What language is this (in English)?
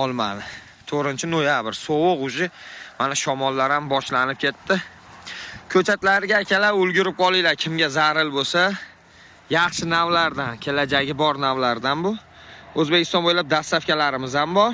Uzbek